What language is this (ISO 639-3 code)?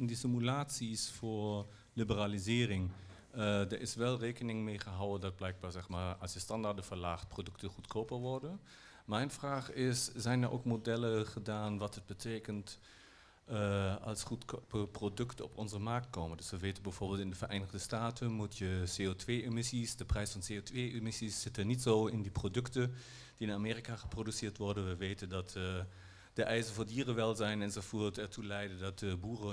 nld